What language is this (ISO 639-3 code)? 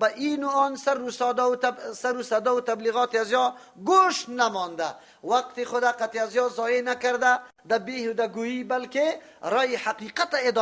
fas